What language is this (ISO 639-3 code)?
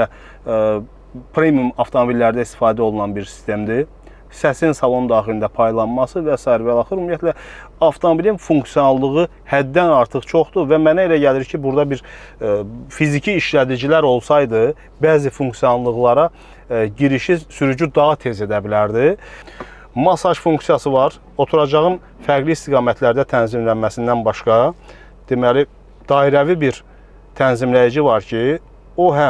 aze